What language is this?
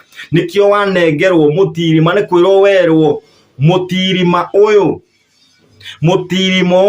Kikuyu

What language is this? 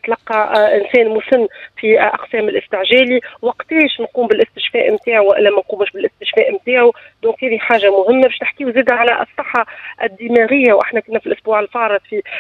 Tunisian Arabic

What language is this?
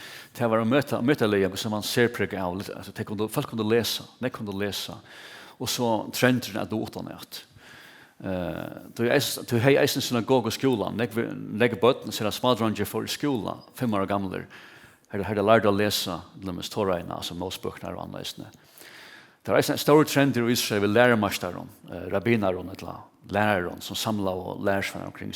Faroese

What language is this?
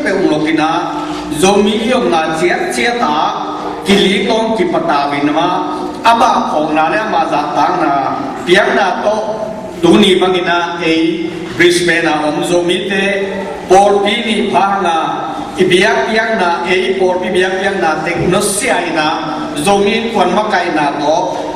Tedim Chin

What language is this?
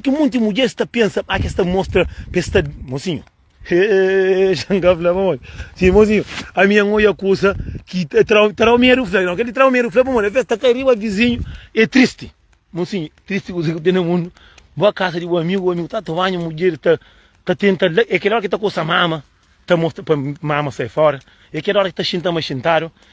Kabuverdianu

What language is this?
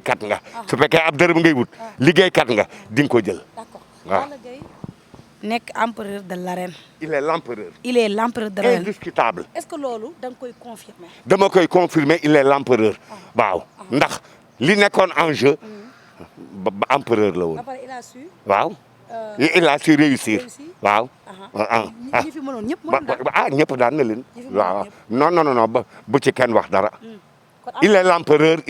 Wolof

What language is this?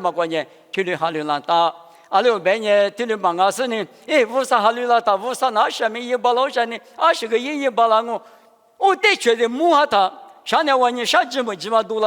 Lisu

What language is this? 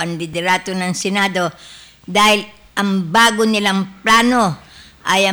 Filipino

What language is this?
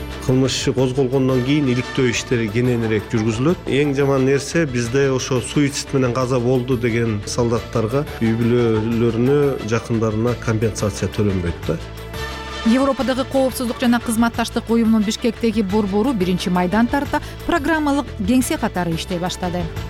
Kyrgyz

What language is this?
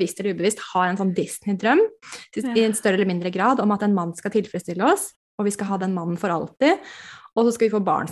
Norwegian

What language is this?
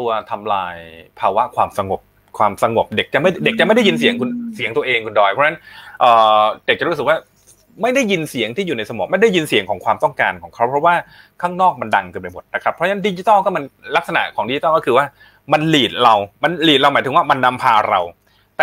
Thai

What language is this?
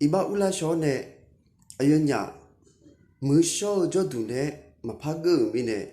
Akha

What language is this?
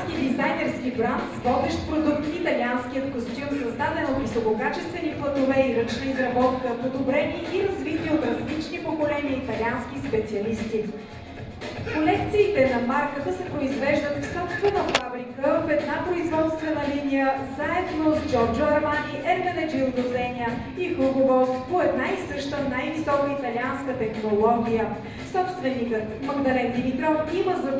Bulgarian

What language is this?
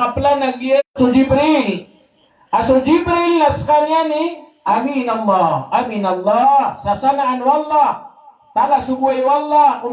Maranao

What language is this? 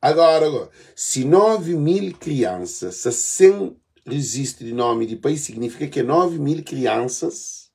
Kabuverdianu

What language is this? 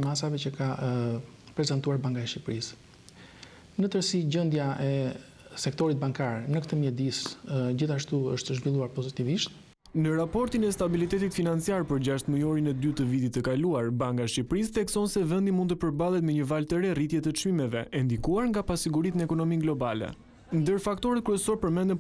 Albanian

